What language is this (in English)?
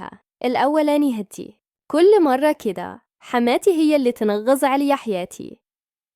Egyptian Arabic